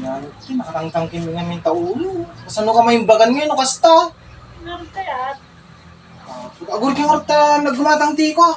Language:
Iloko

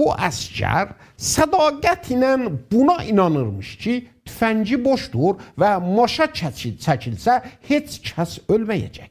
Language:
South Azerbaijani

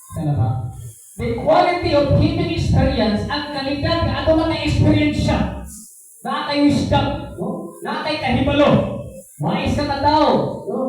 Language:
Cebuano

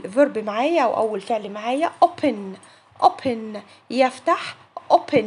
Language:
Egyptian Arabic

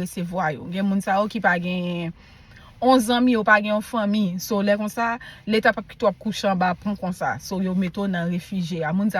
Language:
Haitian Creole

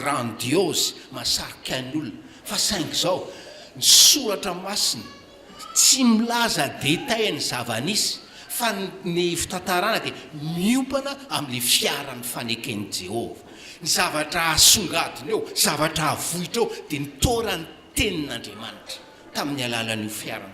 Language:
Malagasy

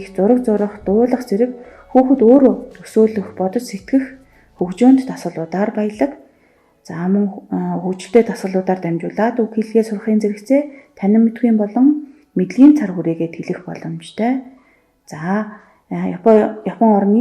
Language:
Mongolian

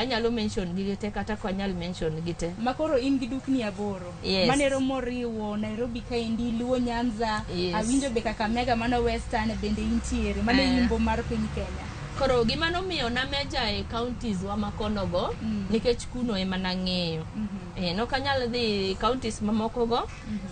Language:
Luo (Kenya and Tanzania)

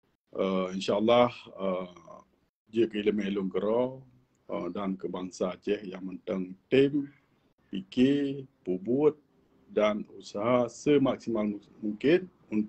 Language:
Achinese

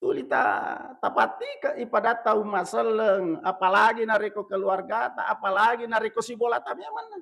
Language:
Buginese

